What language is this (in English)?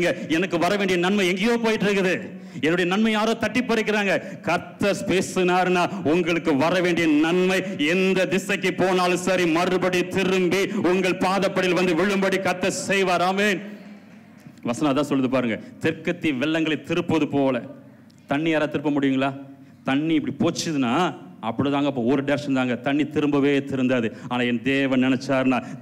Tamil